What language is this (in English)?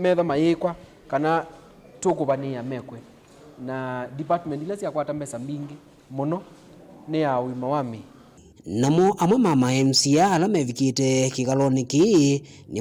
Kamba